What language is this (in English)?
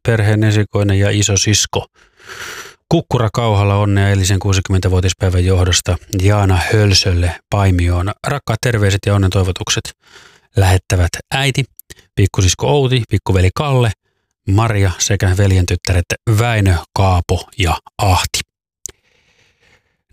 Finnish